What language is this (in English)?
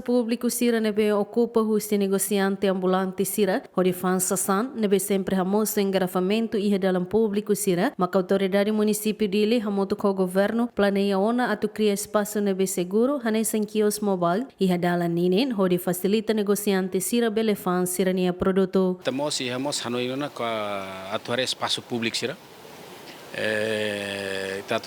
Tetum